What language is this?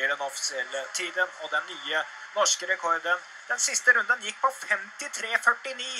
Norwegian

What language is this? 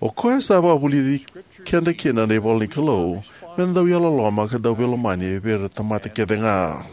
Fijian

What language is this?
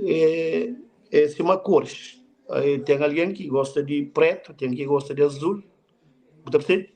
Kabuverdianu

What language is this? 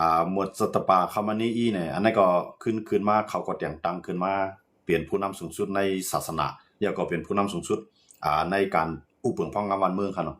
Shan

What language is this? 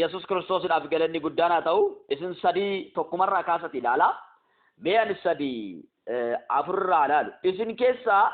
Oromo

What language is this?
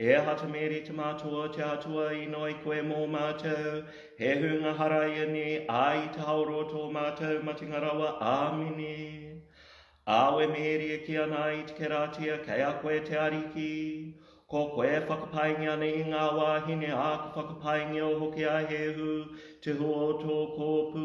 Māori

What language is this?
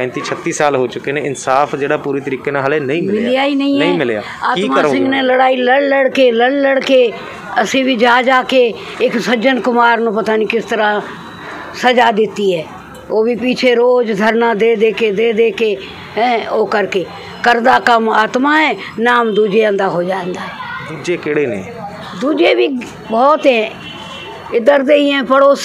Punjabi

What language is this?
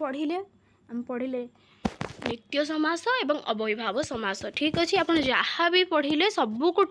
Odia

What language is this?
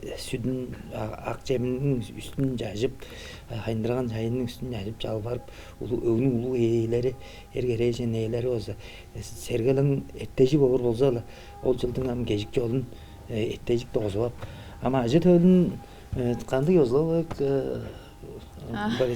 Tuvinian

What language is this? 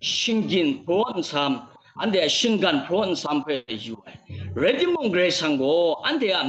Kachin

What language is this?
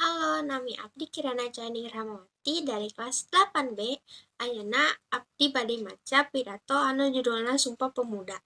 Sundanese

